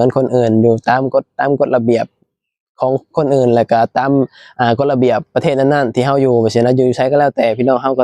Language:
Lao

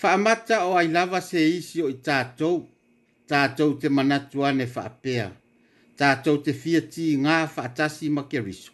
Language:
Samoan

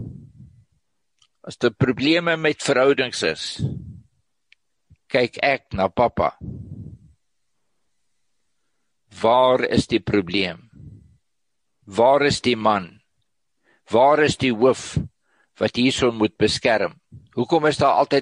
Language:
Afrikaans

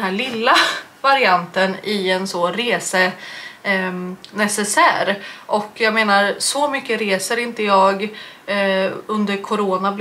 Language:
Swedish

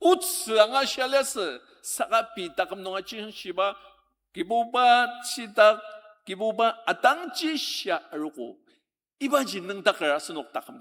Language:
Ao Naga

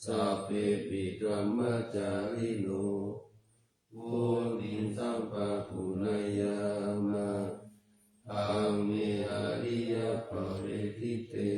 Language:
Pali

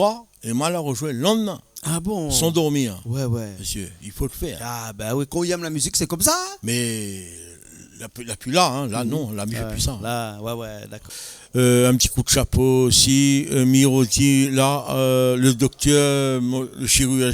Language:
Réunion Creole French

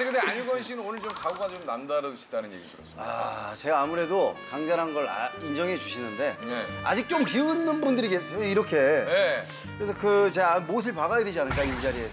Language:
Korean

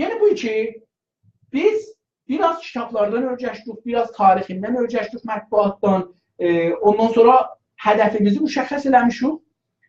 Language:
South Azerbaijani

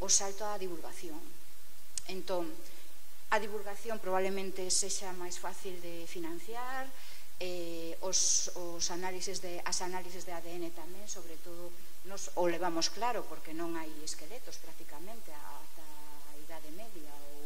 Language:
Galician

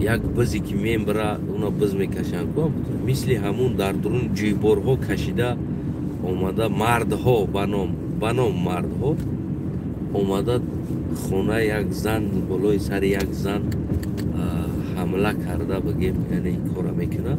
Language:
Tajik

